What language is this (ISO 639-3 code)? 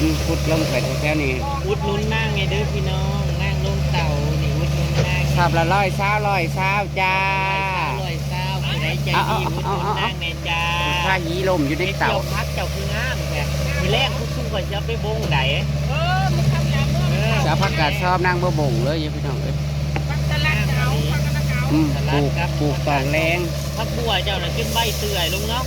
tts